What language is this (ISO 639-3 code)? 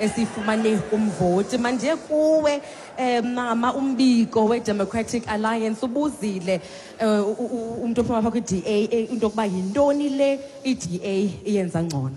xho